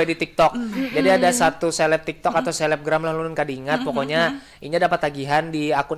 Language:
Banjar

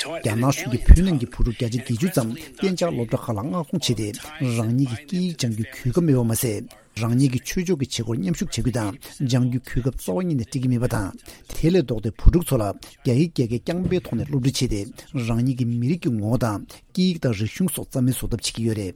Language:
Tibetan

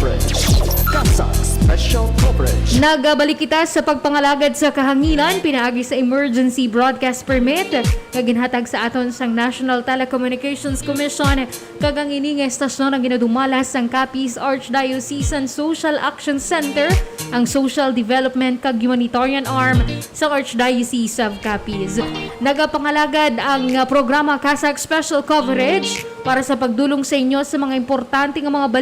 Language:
Hiligaynon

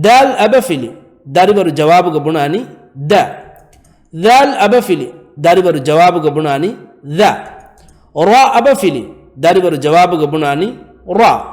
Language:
Divehi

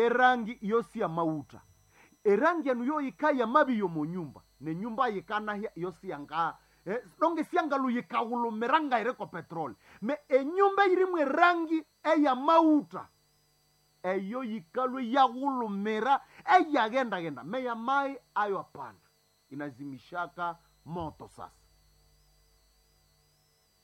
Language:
Swahili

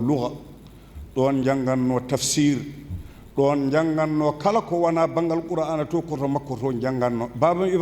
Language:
Fula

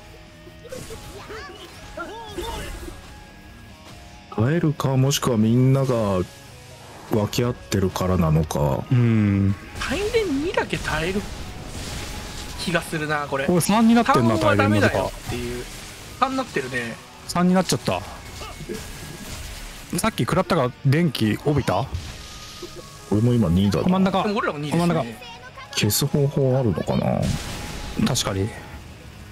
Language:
Japanese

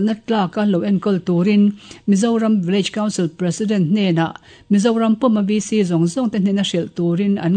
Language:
Mizo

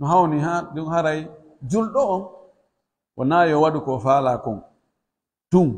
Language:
Pular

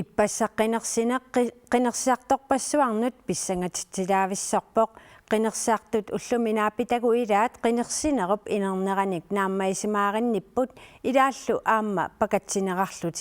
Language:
Kalaallisut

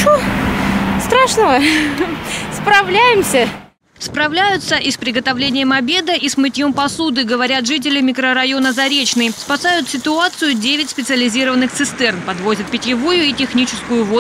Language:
Russian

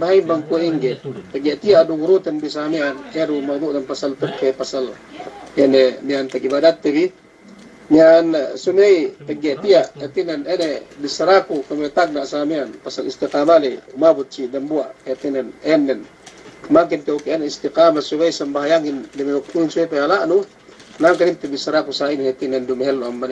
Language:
Yakan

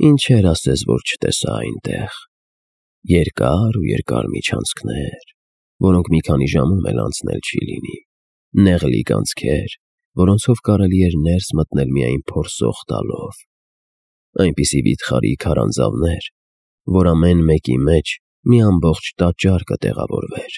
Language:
Armenian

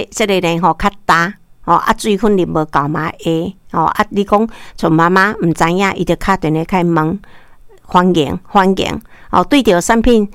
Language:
Min Nan Chinese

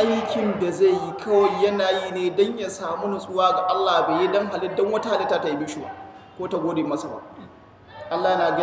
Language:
Hausa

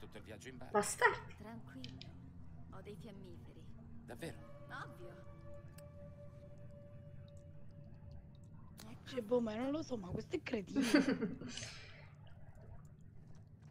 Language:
Italian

